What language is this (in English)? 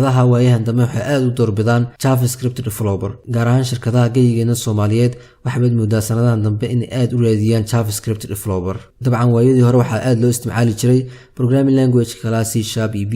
Somali